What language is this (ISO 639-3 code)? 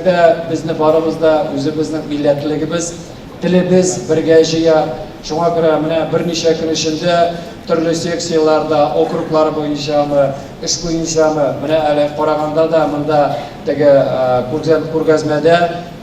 tat